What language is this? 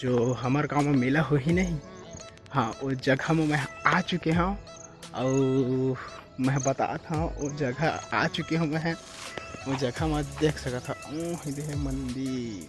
Chhattisgarhi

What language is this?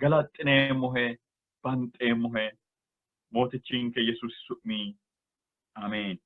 Sidamo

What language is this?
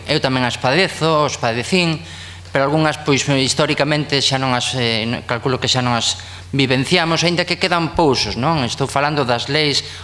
Galician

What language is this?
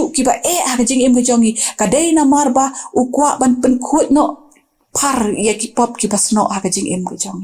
Khasi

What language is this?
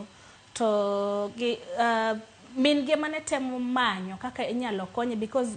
Luo (Kenya and Tanzania)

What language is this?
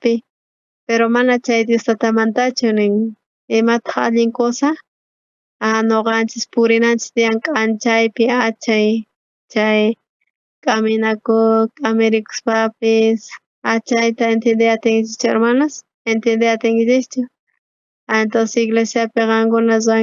South Bolivian Quechua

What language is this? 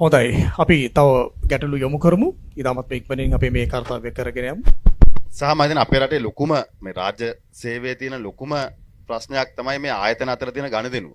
Sinhala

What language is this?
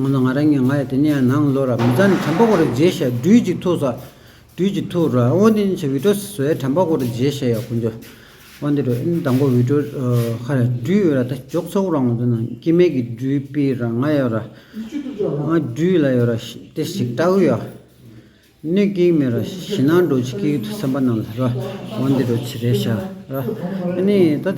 Tibetan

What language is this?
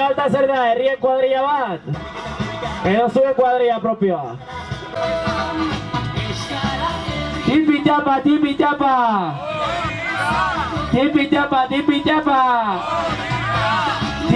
Basque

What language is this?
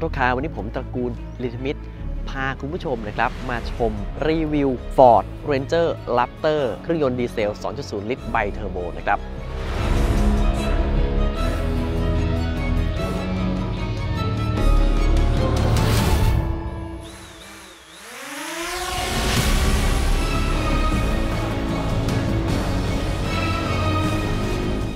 Thai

